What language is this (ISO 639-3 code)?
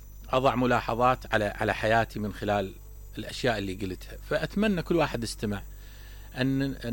acm